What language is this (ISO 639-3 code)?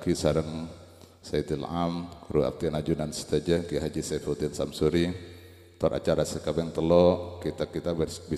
mad